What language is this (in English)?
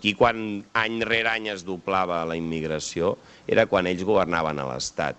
Catalan